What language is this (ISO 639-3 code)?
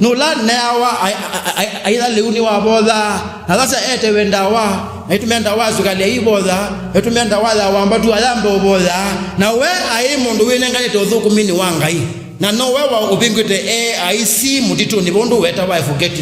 kam